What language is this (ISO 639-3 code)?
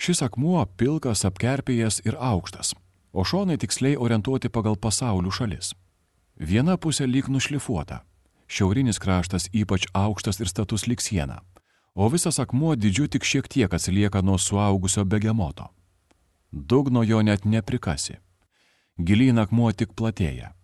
lit